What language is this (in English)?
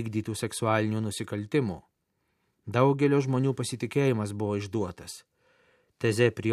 Lithuanian